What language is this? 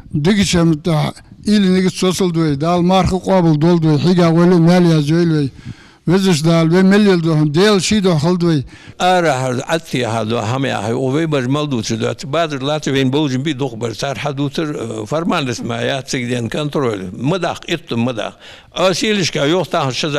Ingush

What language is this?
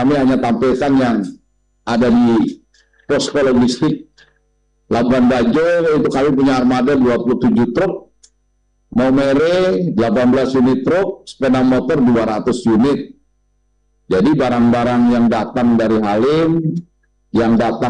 Indonesian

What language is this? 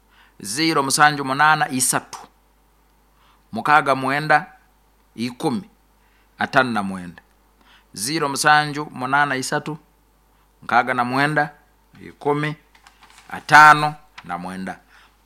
Nyoro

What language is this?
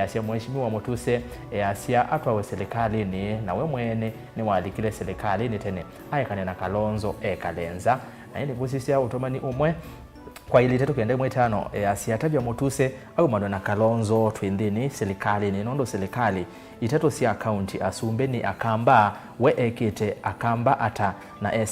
Kamba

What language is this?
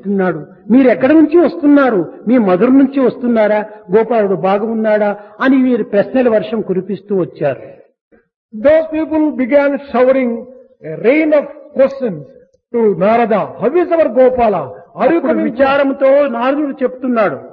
Telugu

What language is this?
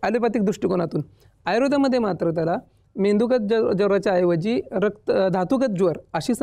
Marathi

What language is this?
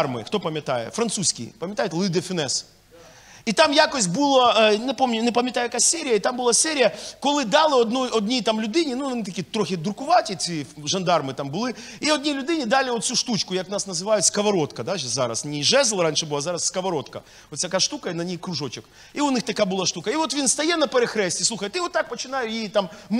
Ukrainian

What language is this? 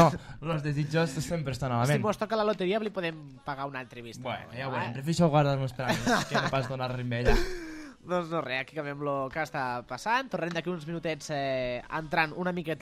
Catalan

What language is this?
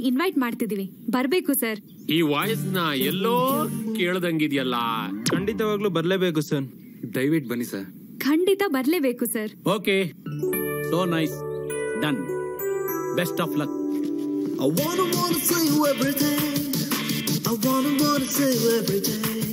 Kannada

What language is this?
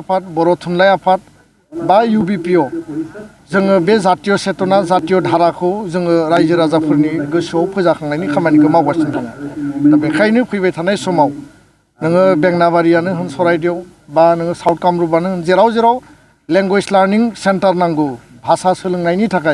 Bodo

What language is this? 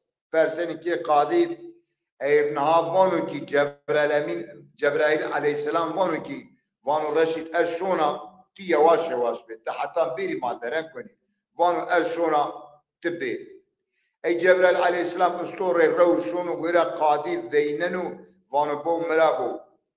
Zaza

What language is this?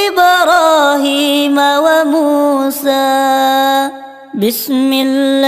Arabic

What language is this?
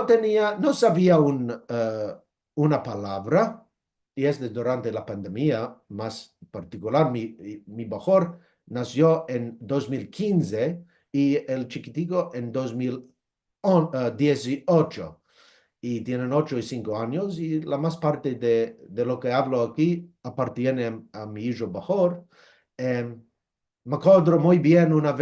Ladino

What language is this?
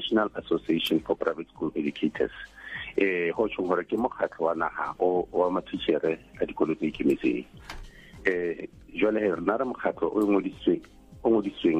Southern Sotho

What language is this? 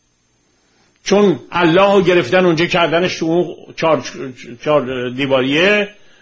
Persian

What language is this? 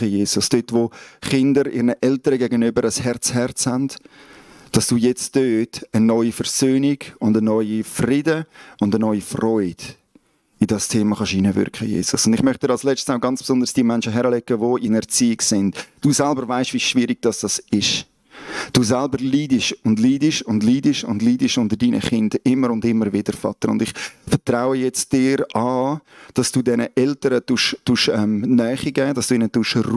Swiss German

